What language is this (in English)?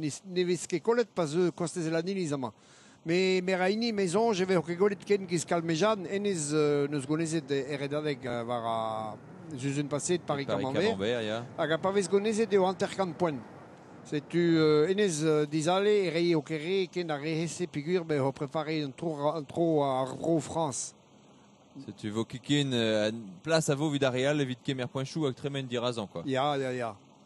Breton